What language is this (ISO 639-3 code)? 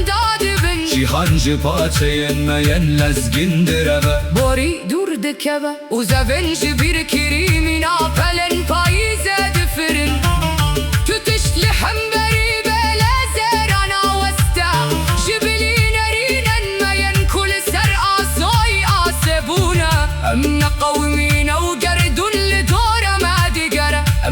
kur